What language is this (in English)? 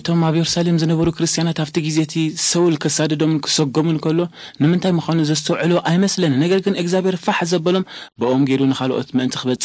Tigrinya